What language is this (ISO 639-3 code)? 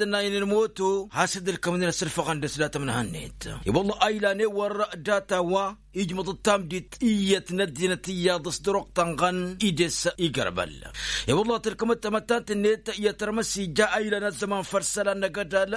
taq